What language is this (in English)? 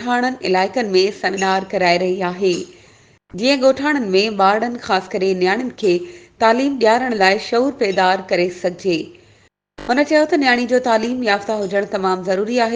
Sindhi